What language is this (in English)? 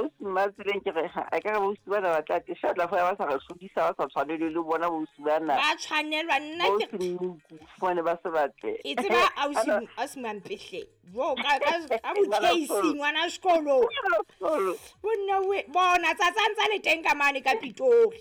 Southern Sotho